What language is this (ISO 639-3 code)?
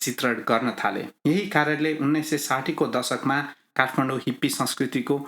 nep